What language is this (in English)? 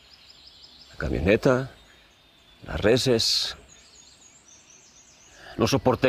Spanish